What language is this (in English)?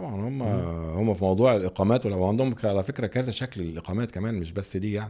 Egyptian Arabic